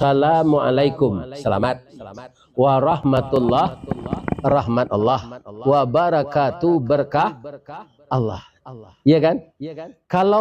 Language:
Minangkabau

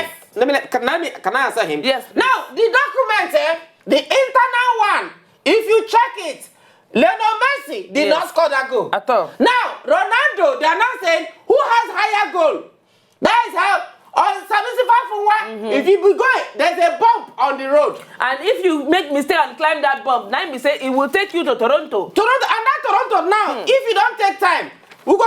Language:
Nigerian Pidgin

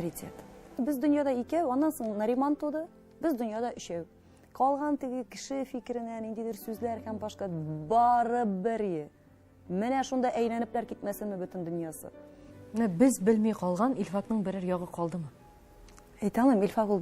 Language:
Tatar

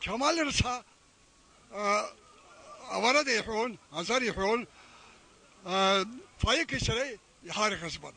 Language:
Abkhazian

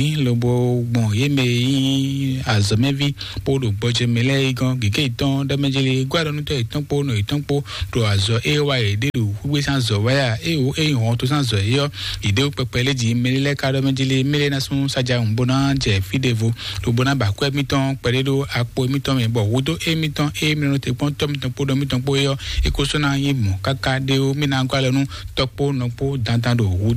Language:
Fon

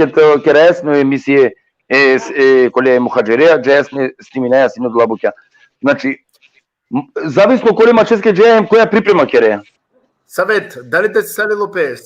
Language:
Balkan Romani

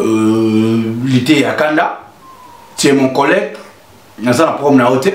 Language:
Lingala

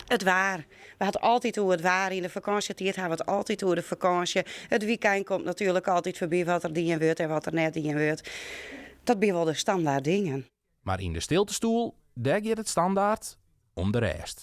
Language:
Western Frisian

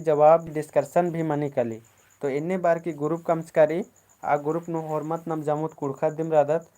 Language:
Kurukh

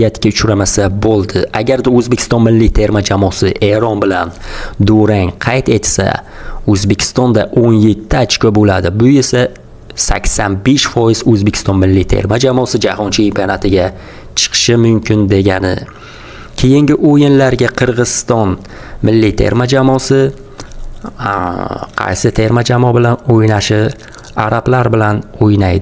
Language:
Uzbek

